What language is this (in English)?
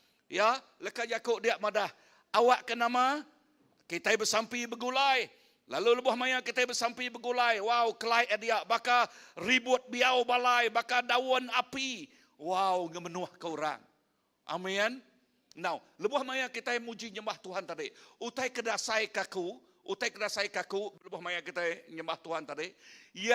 Iban